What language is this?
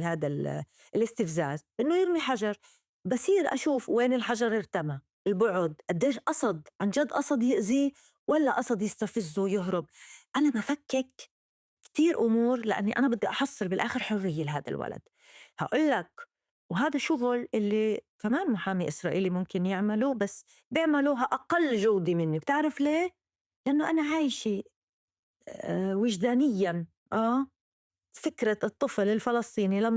North Levantine Arabic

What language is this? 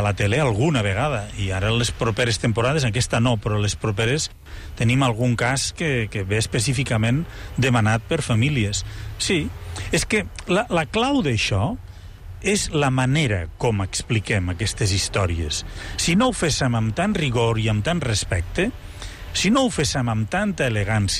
Catalan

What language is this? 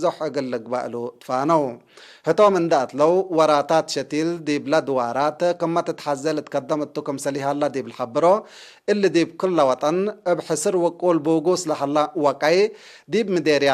Tigre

